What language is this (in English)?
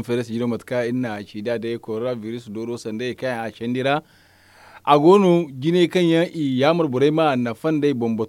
Zarma